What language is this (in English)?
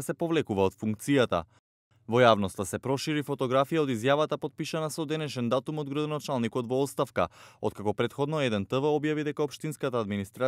Macedonian